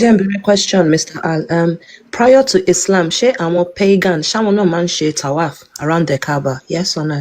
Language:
Yoruba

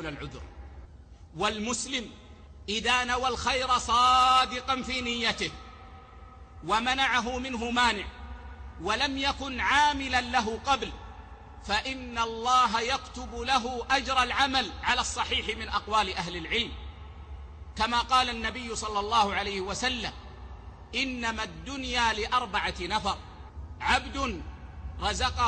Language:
Arabic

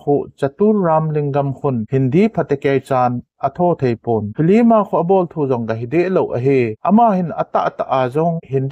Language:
Thado Chin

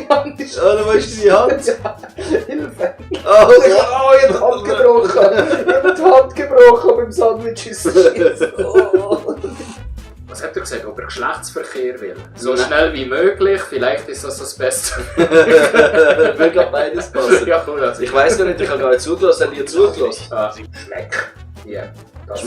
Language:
Swiss German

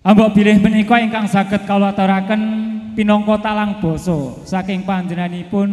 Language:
Javanese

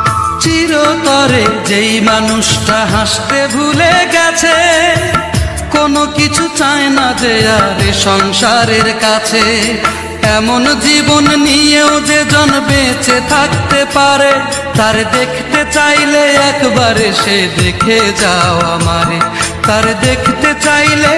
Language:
Bangla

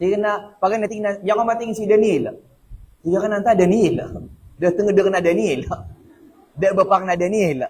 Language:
Maranao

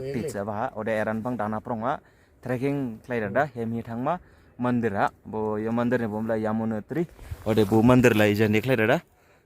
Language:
Dimasa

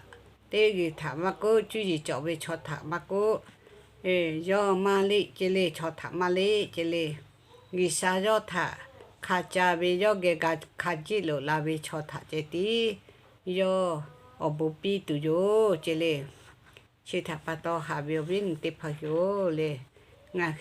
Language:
Lahu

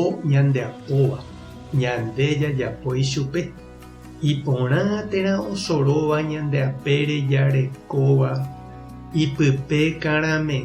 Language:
Guarani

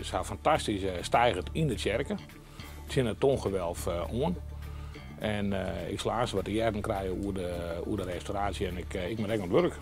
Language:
Western Frisian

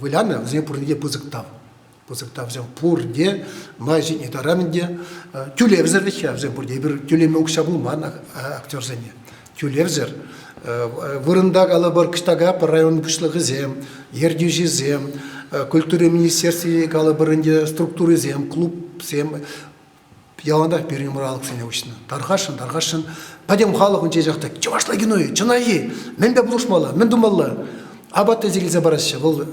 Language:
Chuvash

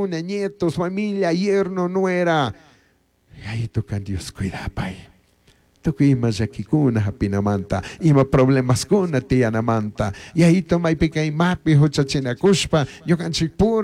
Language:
Chimborazo Highland Quichua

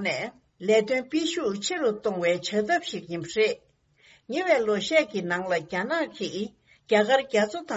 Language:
Tibetan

